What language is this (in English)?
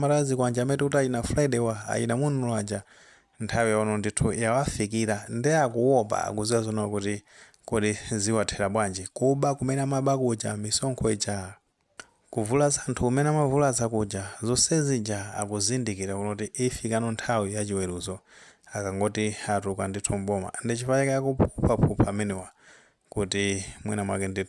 Nyanja